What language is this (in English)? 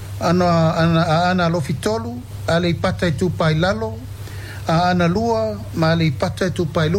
Samoan